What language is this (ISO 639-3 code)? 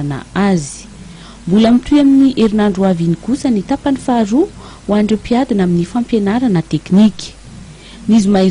mlg